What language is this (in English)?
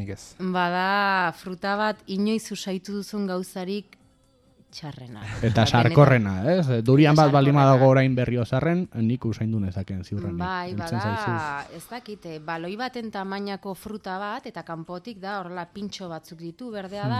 Basque